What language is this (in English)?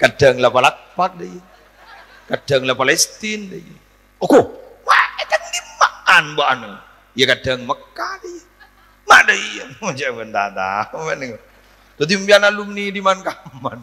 Madurese